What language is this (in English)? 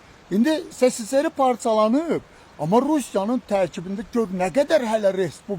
Azerbaijani